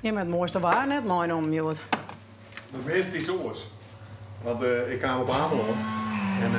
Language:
Western Frisian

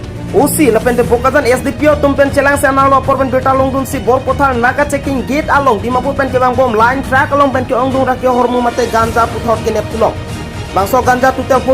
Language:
Karbi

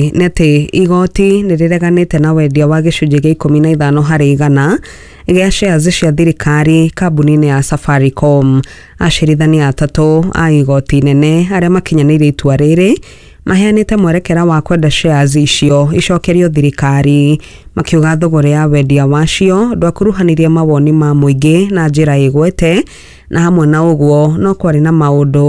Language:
Kikuyu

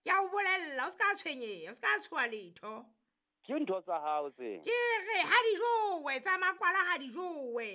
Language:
Southern Sotho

